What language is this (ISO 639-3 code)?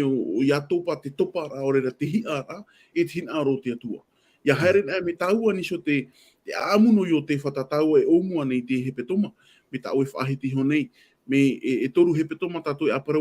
tah